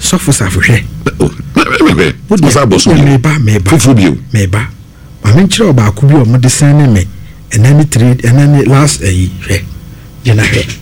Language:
Akan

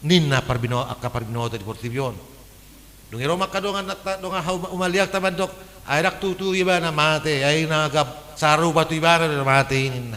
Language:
Batak Toba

